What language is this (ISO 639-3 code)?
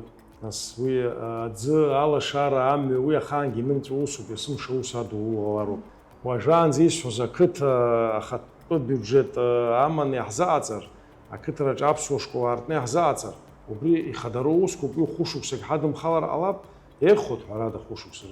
abk